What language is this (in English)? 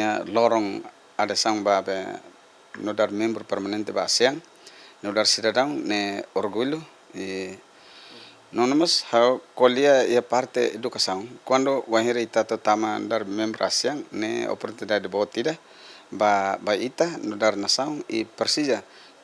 Tetum